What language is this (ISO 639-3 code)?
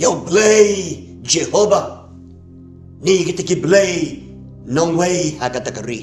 kha